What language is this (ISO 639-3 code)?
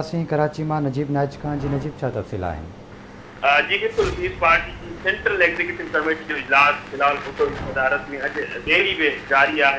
snd